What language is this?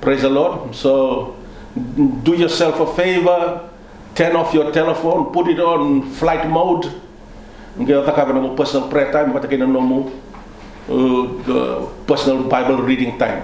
Fijian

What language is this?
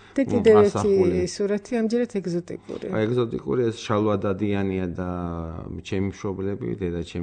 Georgian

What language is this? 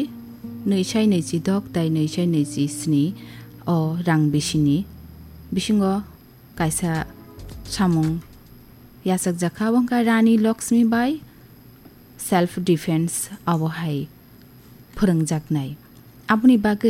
Kok Borok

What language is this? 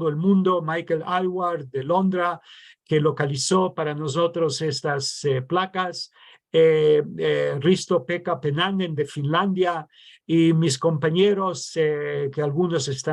Ladino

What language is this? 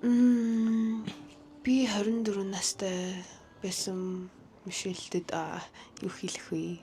Mongolian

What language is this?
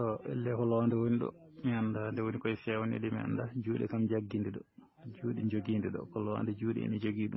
Fula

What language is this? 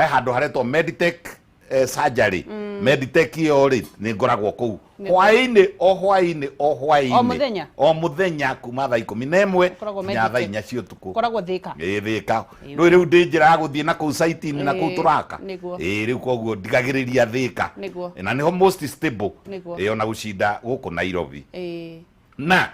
Kikuyu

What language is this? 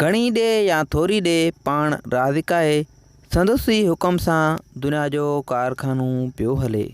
Sindhi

